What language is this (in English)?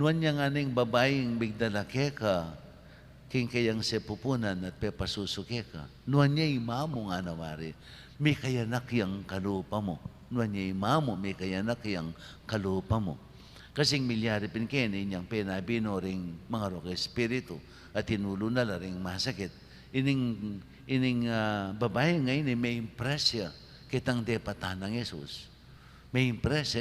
Pampanga